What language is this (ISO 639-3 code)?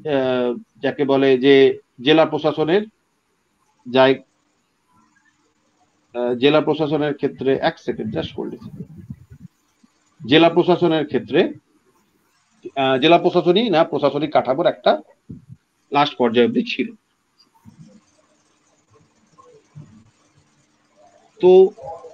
ben